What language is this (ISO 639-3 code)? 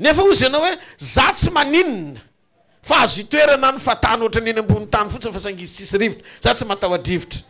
mlg